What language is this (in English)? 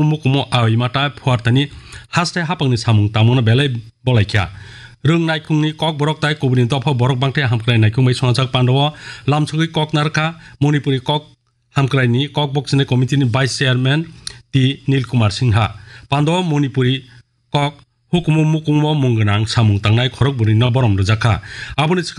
Kok Borok